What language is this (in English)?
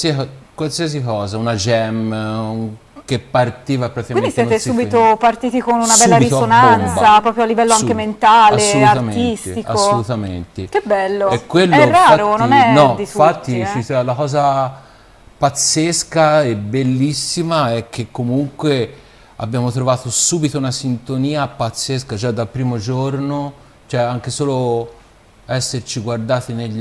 Italian